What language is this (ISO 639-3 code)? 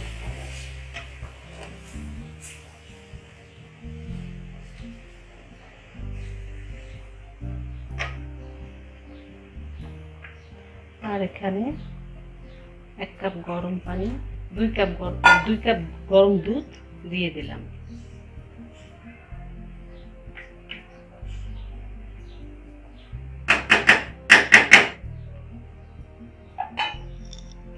ben